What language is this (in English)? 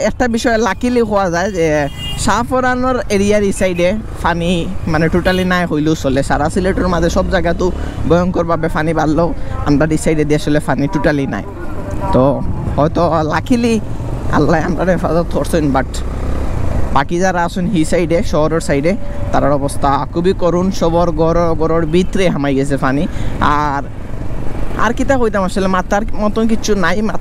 Sylheti